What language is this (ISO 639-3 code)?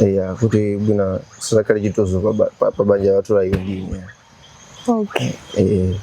nya